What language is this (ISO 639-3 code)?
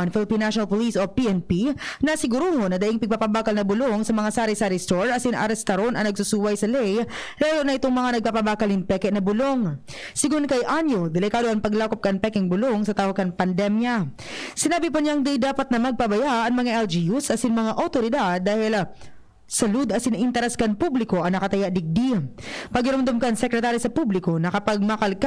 bik